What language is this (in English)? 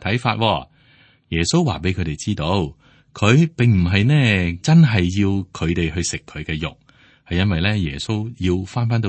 Cantonese